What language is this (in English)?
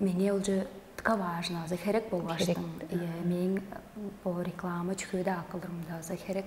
Tuvinian